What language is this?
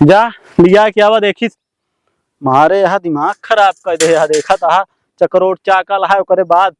Awadhi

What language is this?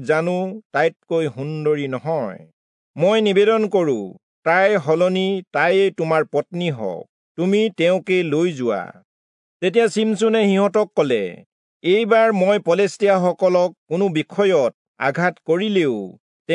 Assamese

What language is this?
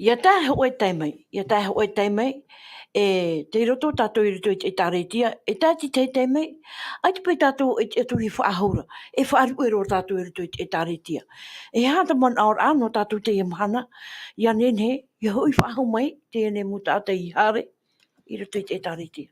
Tahitian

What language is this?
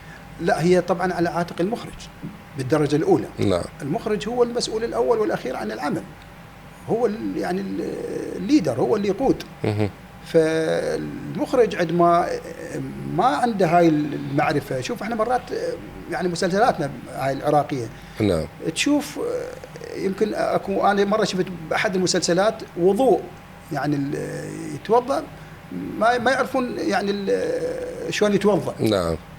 Mesopotamian Arabic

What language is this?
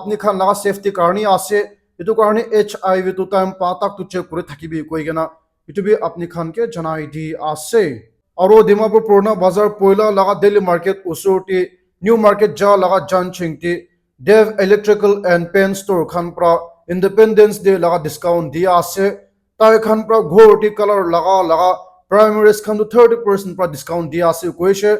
Naga Pidgin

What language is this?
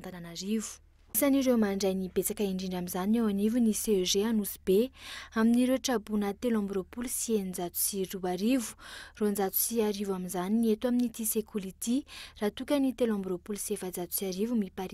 Malagasy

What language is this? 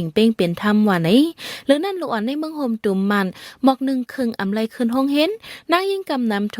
Shan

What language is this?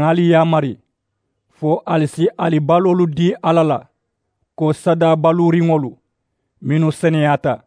Mandingo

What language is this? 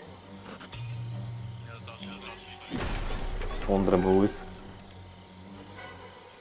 German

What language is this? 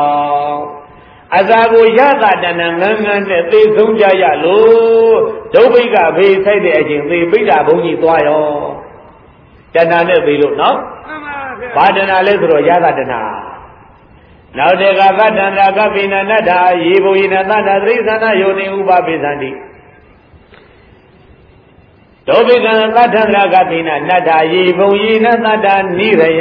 Burmese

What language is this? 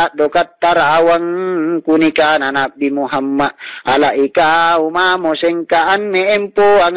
Makasar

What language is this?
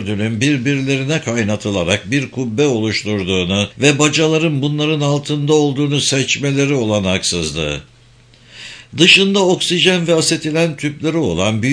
Turkish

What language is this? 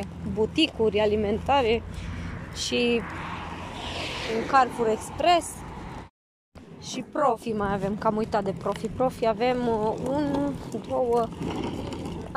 Romanian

